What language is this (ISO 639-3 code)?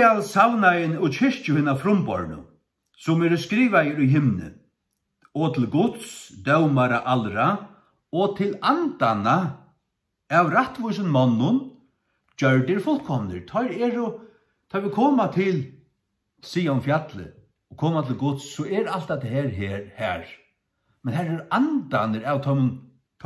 fao